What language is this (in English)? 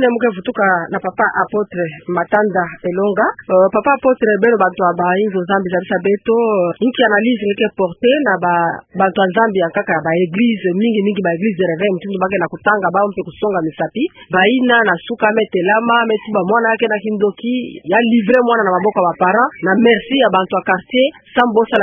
Kituba (Democratic Republic of Congo)